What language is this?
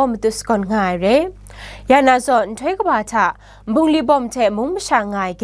Kachin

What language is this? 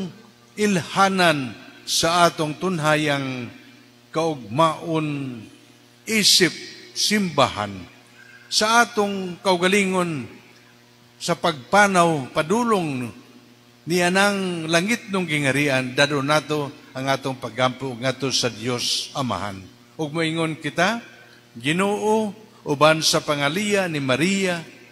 Cebuano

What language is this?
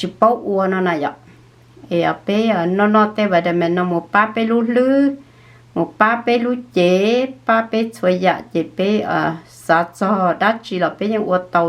Hmong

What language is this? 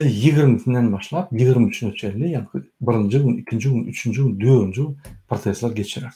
Turkmen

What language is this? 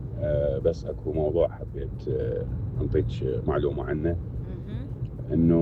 Mesopotamian Arabic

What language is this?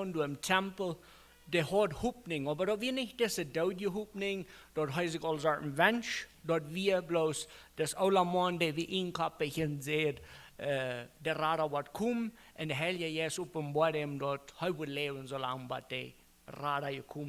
Plautdietsch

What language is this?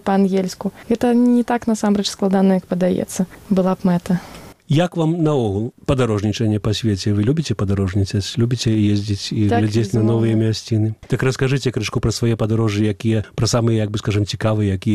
Belarusian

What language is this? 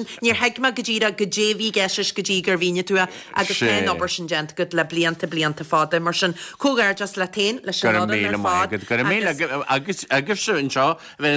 Irish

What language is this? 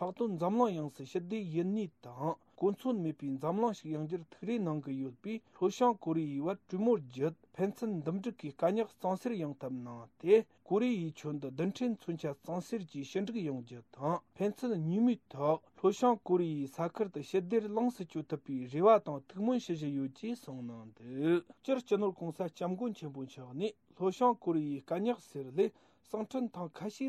Tibetan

